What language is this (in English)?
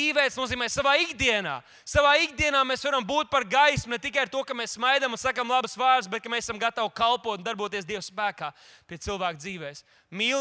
Latvian